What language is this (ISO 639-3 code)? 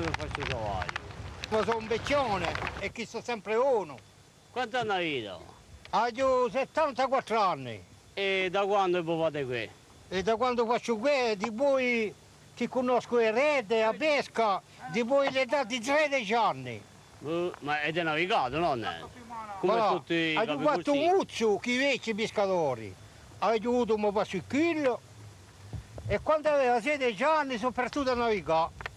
ita